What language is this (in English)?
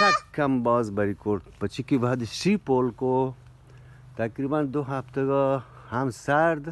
Eastern Balochi